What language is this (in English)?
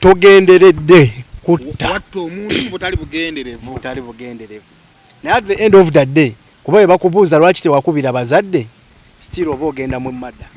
Ganda